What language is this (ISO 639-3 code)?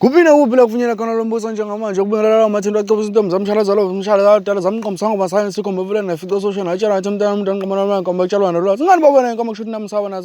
zul